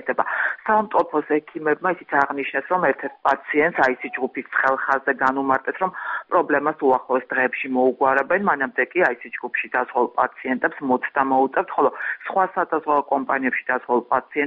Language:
Georgian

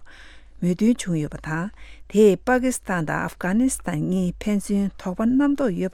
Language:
Tibetan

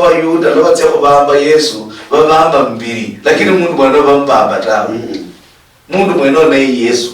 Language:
Luyia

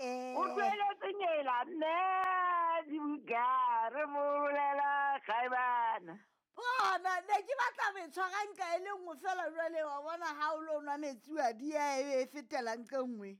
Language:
Southern Sotho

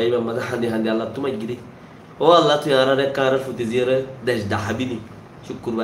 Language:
Rohingya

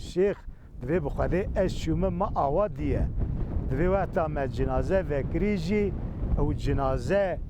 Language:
Kurdish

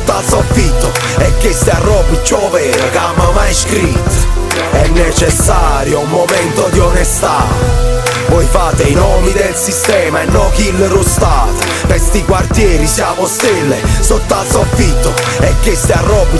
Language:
Neapolitan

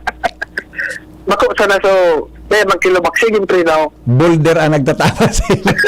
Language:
Bikol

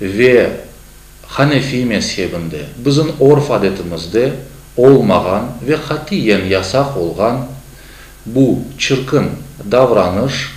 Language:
Crimean Tatar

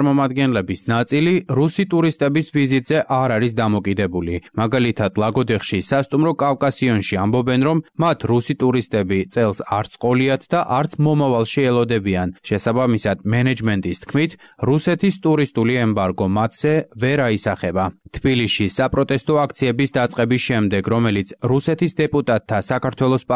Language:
Georgian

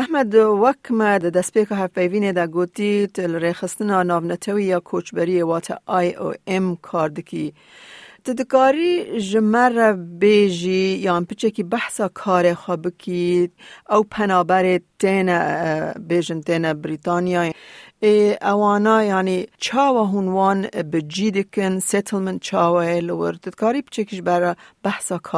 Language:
Kurdish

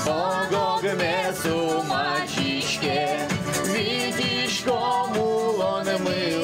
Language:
Udmurt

